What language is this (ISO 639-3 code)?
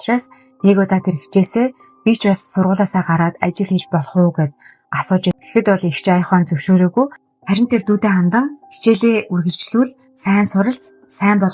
mon